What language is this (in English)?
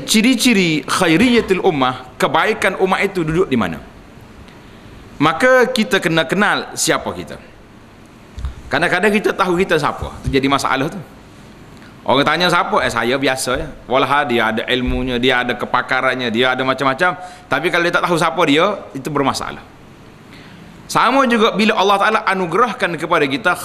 Malay